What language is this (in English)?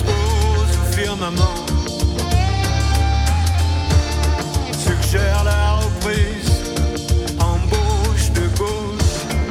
French